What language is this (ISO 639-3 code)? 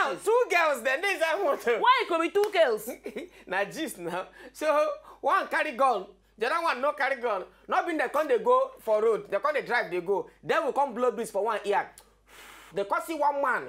pcm